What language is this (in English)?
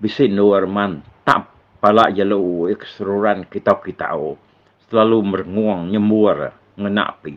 Iban